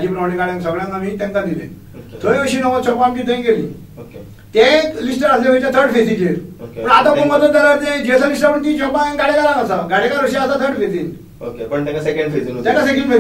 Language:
Konkani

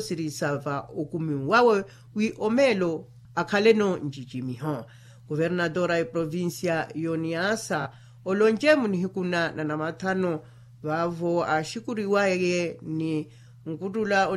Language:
Makhuwa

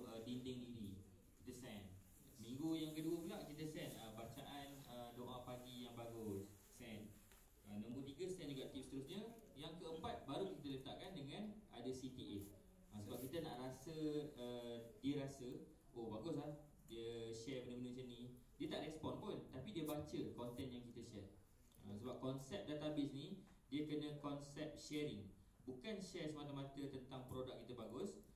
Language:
Malay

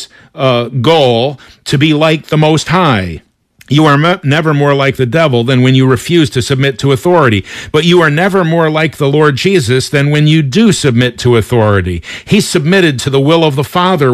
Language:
English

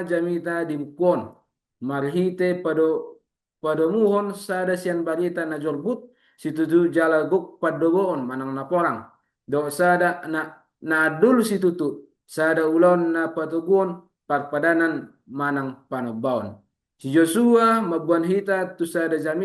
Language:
Batak Toba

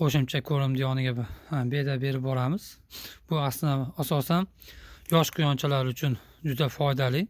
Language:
Uzbek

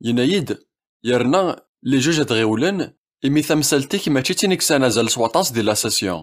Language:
Kabyle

